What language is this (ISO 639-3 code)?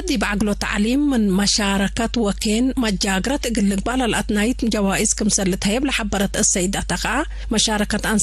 tig